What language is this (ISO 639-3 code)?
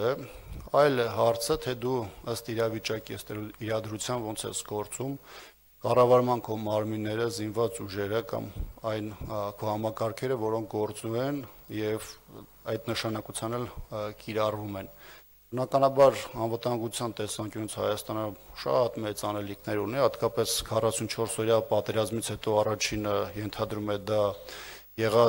hye